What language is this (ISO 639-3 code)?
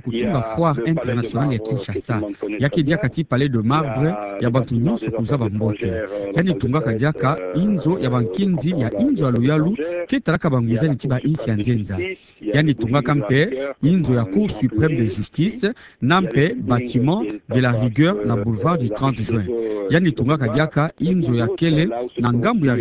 ktu